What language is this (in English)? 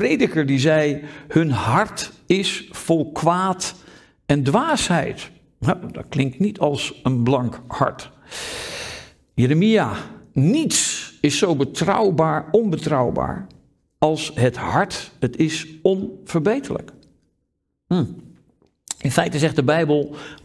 Dutch